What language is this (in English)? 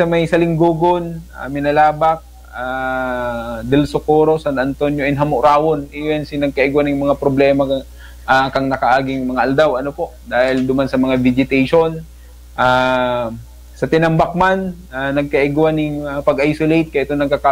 Bikol